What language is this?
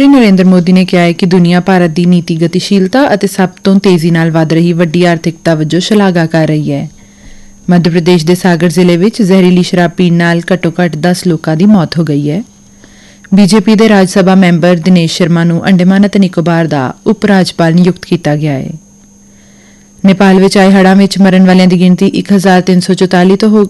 Punjabi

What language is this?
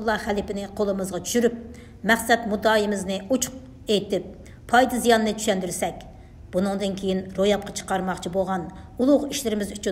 Uyghur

